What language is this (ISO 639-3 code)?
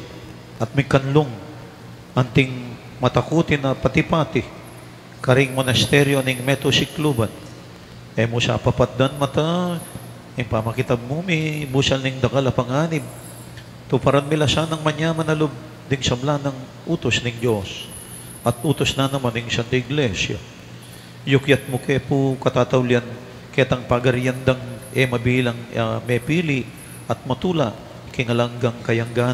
pam